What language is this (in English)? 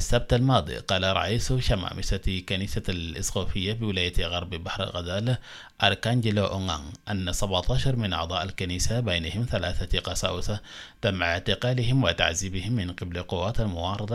Arabic